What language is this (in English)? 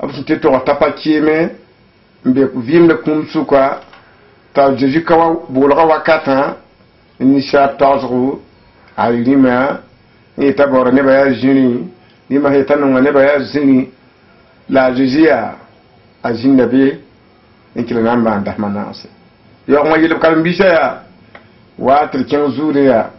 Mossi